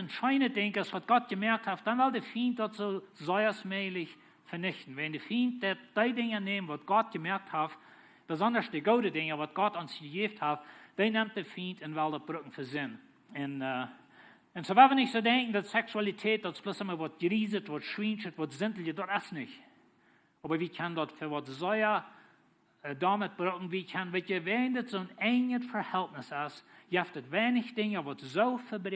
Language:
Plautdietsch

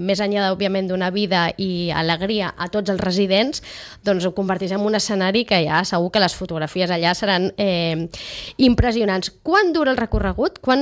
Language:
Catalan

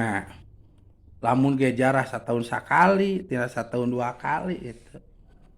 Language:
Sundanese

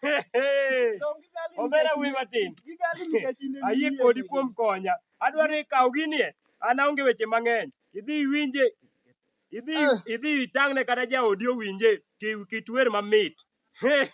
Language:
Luo (Kenya and Tanzania)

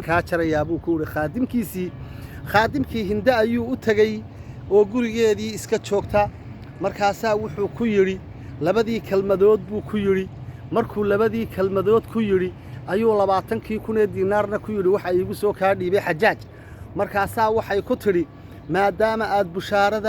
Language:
Somali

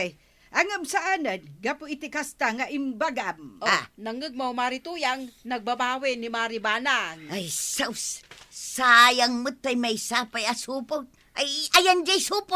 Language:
Iloko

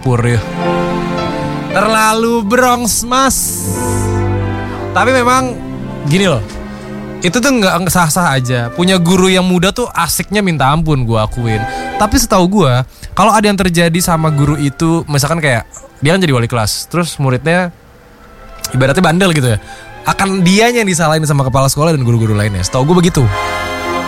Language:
Indonesian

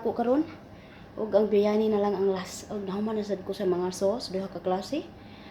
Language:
Cebuano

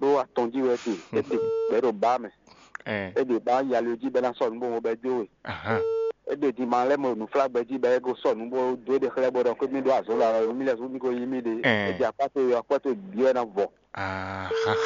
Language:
Fon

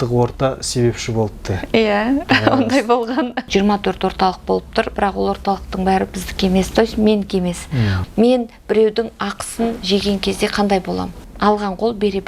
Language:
Kazakh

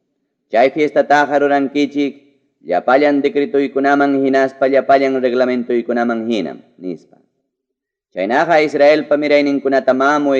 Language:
Ayacucho Quechua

